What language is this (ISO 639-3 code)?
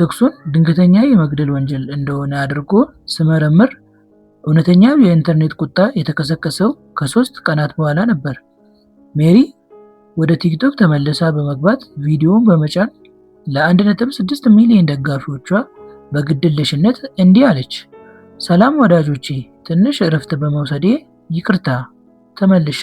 amh